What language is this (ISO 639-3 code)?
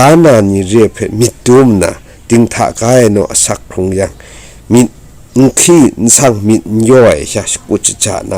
kac